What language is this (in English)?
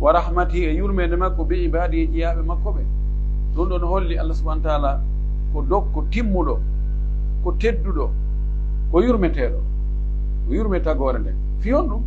Pular